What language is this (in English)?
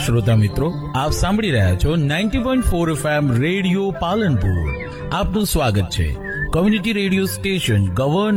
Gujarati